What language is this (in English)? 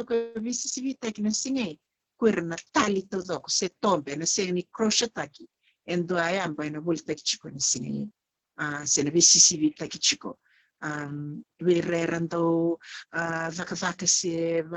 Fijian